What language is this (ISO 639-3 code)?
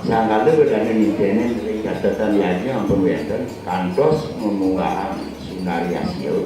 ban